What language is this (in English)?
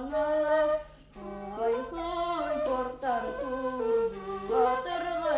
Bashkir